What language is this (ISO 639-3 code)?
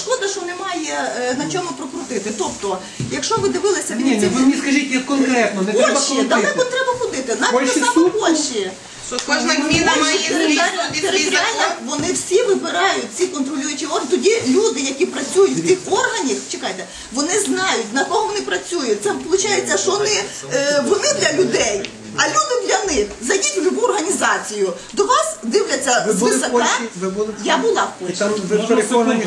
ukr